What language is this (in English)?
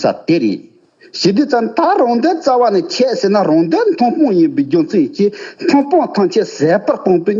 Tibetan